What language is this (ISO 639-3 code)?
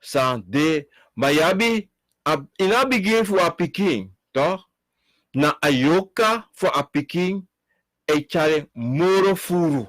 srn